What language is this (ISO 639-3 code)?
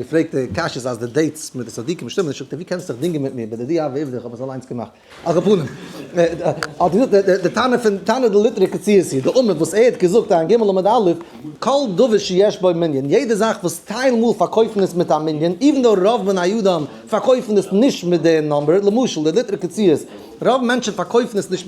yid